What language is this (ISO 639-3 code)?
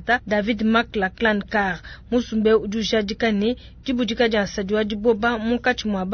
lua